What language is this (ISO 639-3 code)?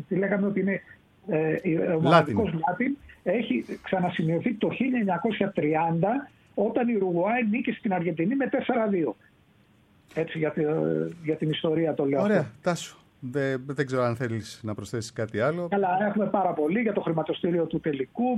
ell